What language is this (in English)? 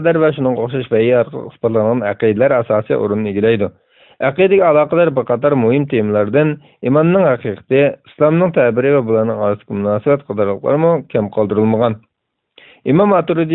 Uyghur